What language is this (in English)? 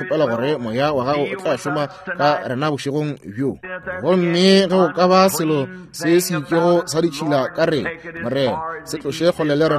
Northern Sotho